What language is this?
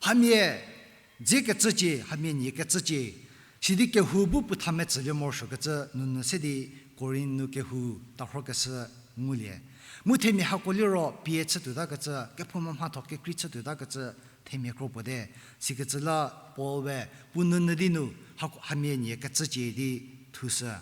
Angami Naga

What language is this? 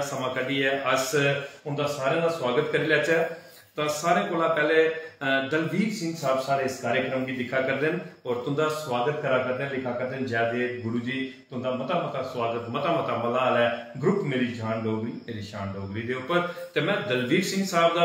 Dogri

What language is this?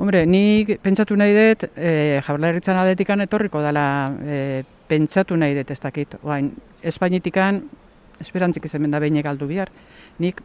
Basque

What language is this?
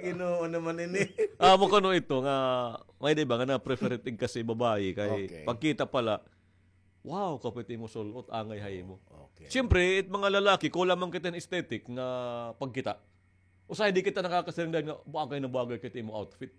Waray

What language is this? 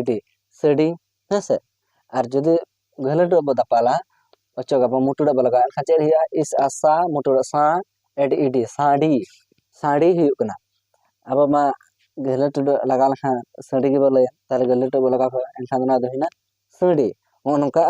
Santali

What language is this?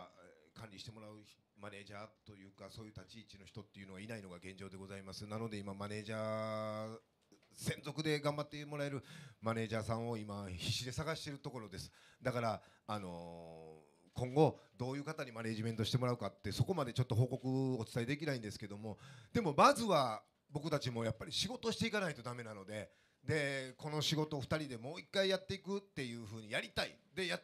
Japanese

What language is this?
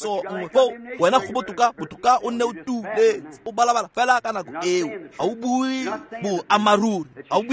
Tswana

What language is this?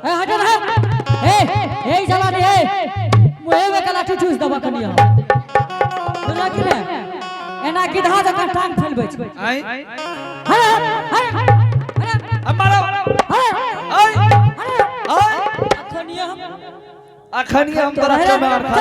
Angika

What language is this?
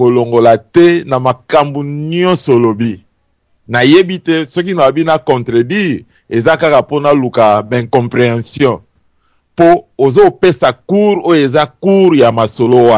Lingala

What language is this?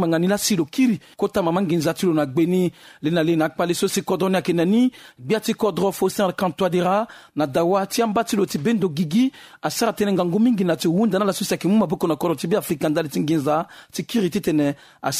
Sango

